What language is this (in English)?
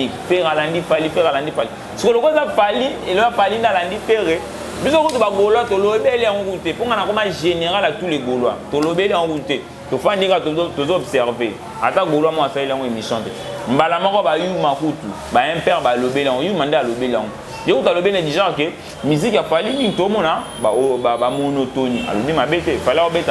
Lingala